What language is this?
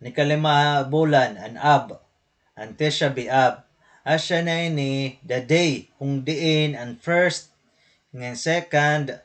Waray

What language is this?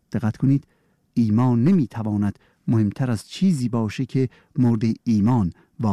Persian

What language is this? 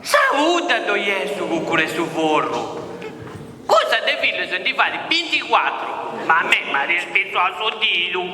Sardinian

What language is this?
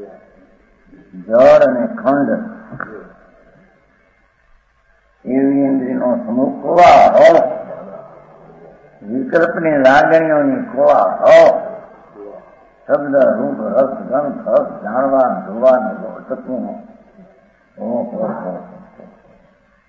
Gujarati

